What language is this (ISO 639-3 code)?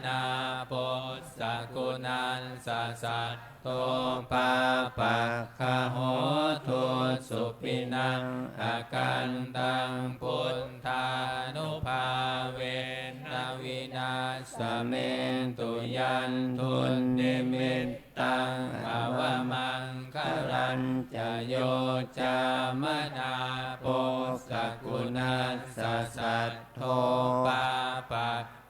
pli